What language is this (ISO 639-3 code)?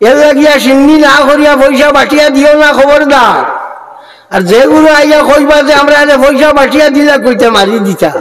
syl